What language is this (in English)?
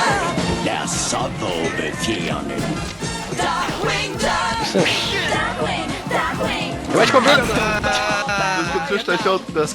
Faroese